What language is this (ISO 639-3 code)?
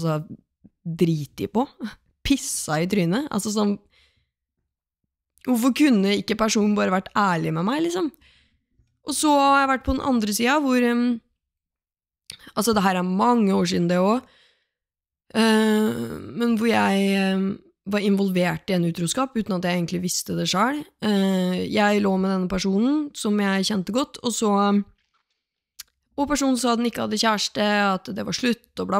nor